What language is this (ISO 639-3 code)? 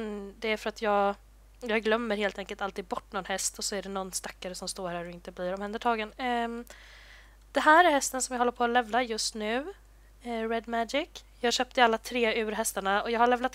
swe